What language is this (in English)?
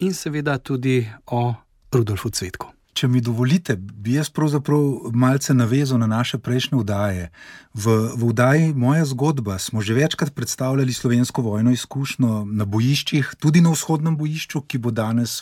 Slovenian